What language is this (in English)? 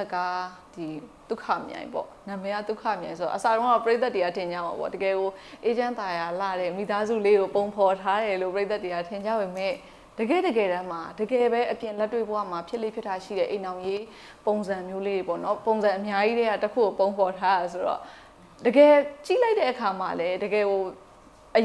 Burmese